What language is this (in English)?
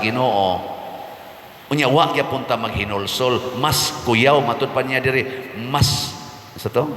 Cebuano